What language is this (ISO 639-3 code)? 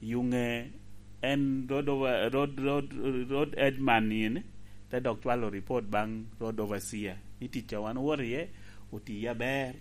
laj